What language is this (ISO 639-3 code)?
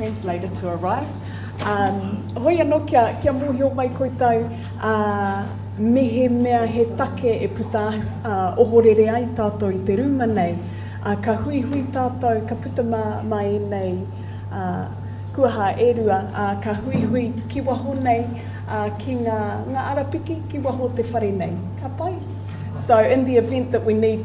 mri